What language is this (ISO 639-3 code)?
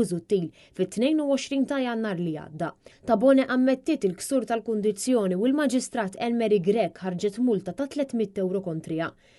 mlt